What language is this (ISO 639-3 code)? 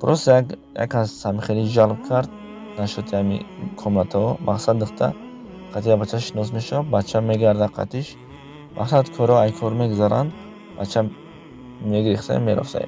tgk